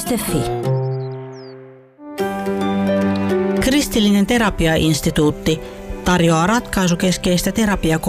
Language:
Finnish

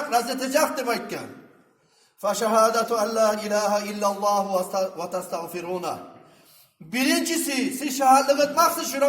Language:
Kumyk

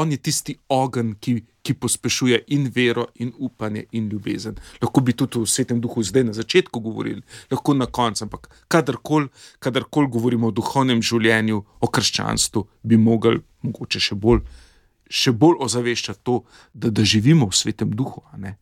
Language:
Slovenian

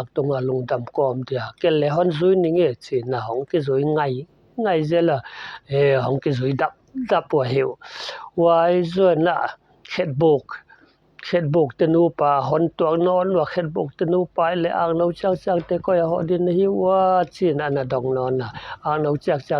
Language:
Paite Chin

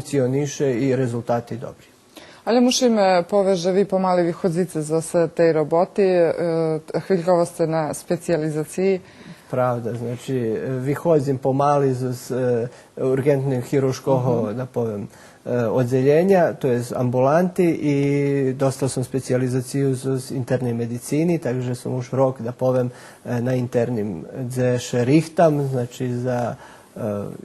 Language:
Rusyn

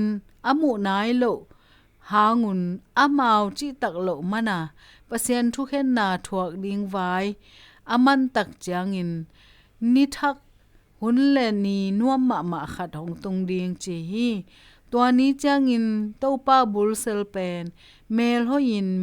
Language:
Tedim Chin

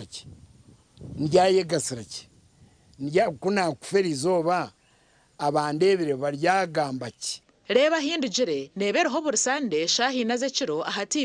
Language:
Nyankole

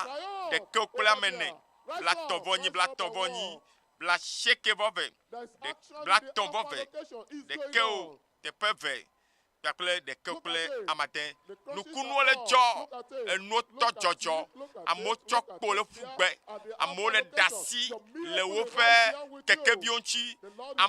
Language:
Ewe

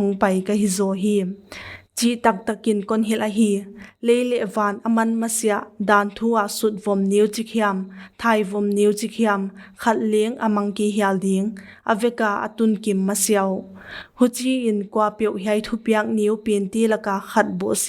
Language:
Paite Chin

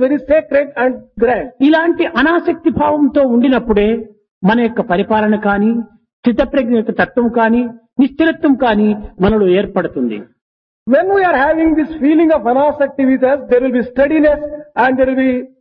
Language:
Telugu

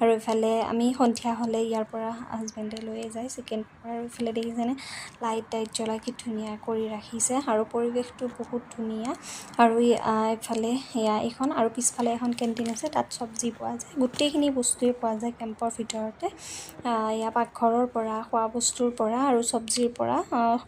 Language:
Assamese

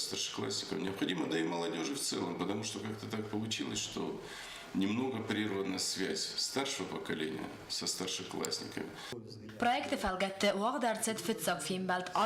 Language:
Ossetic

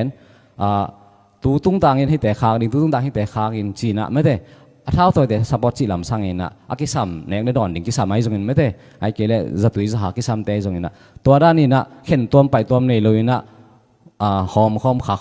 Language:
Tedim Chin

